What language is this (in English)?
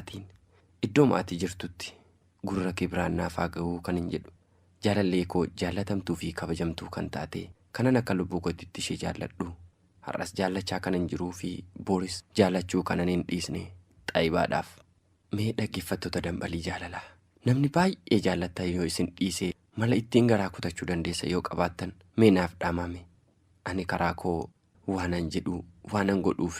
Oromo